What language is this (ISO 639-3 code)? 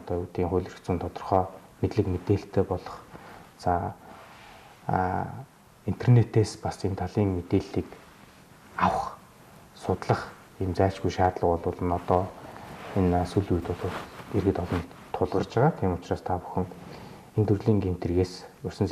mon